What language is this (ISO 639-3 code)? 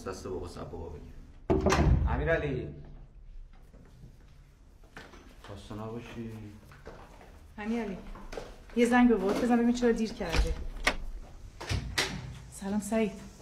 fas